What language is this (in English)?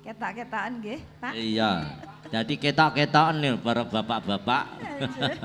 Javanese